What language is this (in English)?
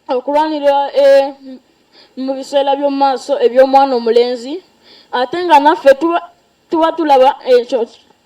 Ganda